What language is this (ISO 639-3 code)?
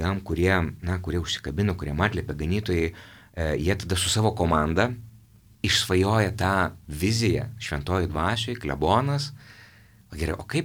lit